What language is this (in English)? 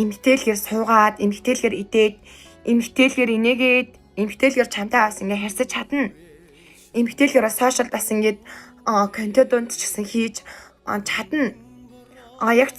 Mongolian